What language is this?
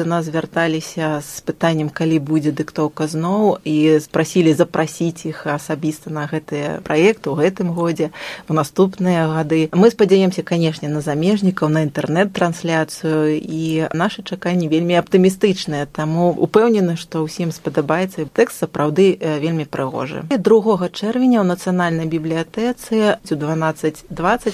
Belarusian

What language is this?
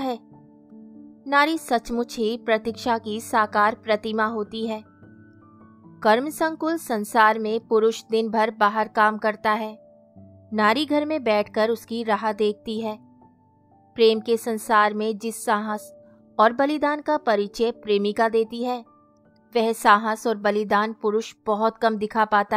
Hindi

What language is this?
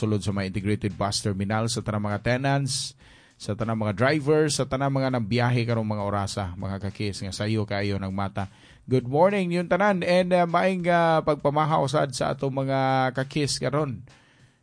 Cebuano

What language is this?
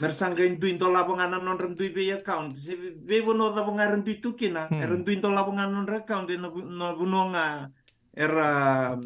Fijian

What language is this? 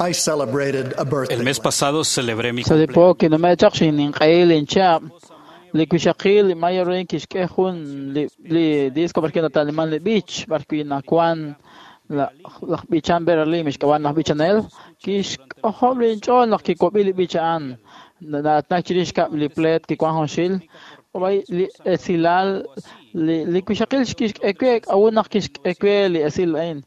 Kekchí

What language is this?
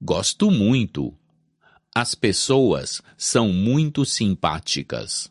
Albanian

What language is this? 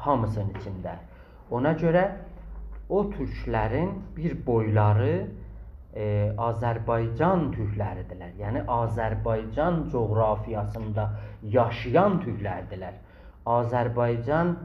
South Azerbaijani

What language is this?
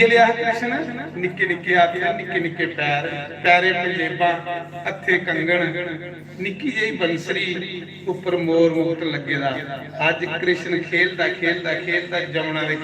Dogri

